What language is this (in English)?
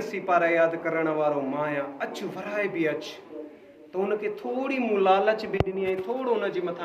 Sindhi